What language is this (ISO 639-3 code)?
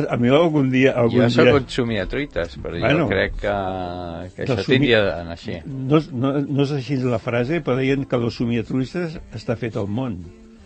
cat